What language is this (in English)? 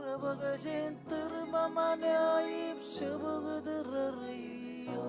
Marshallese